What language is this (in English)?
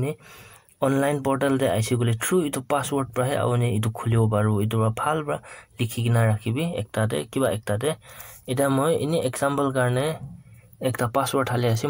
Naga Pidgin